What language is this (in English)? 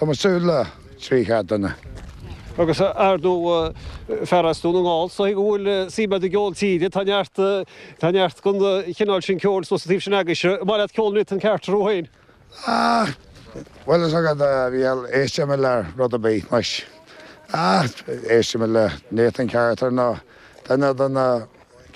Irish